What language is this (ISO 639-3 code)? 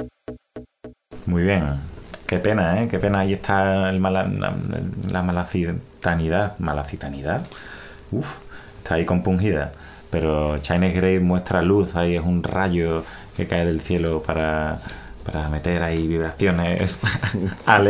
spa